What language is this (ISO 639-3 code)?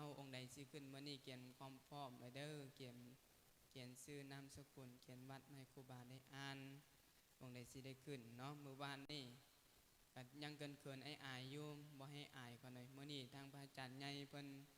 lao